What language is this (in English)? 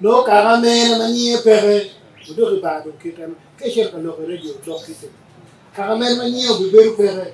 Acoli